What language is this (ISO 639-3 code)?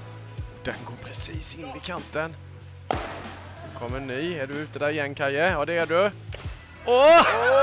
swe